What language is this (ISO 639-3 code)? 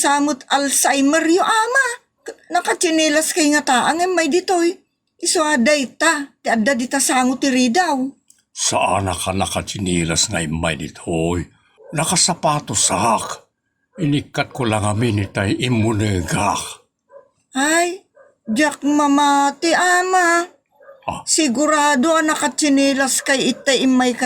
ilo